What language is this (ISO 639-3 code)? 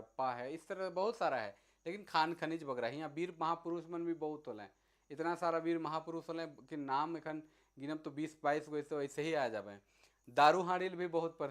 sck